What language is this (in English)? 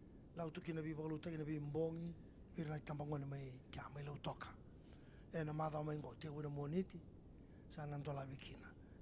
Fijian